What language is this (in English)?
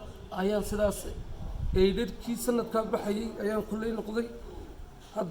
Somali